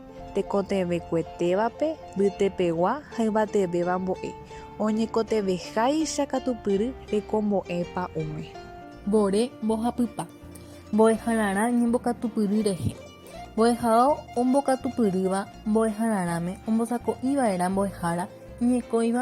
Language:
Guarani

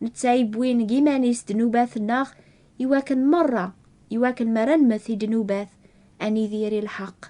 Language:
Kabyle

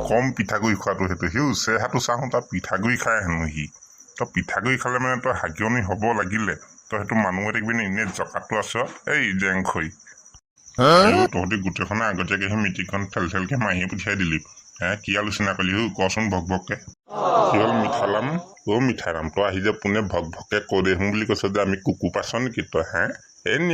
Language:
Assamese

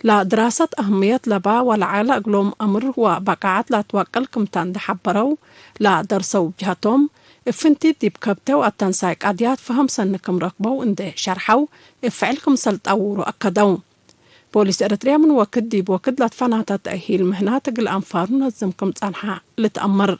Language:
Tigre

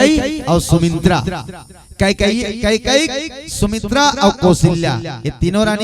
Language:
Chhattisgarhi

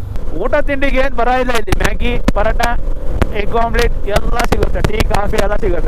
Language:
Kannada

